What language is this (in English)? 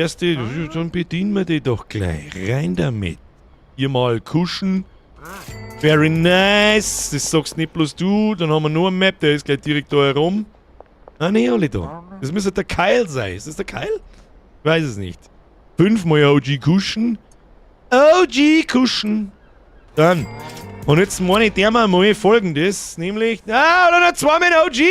Bavarian